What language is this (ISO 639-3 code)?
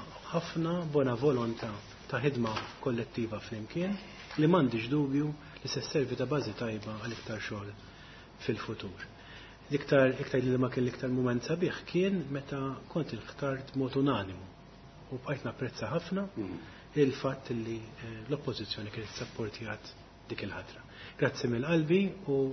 mlt